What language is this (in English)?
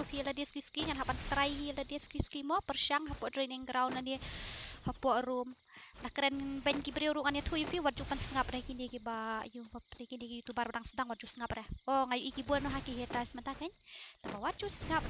Khasi